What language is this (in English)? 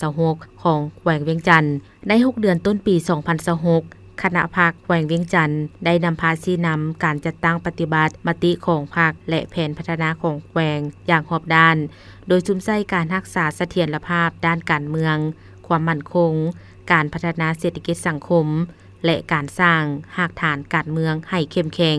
Lao